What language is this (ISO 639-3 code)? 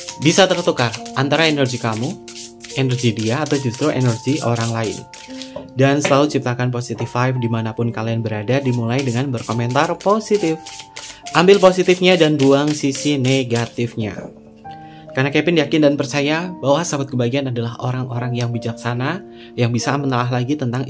ind